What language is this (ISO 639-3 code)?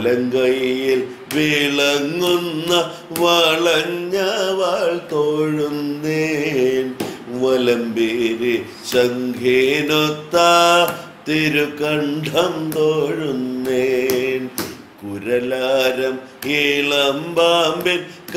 mal